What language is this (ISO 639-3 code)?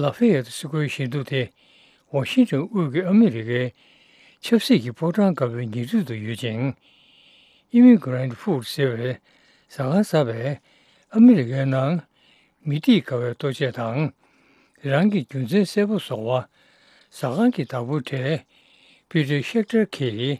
bod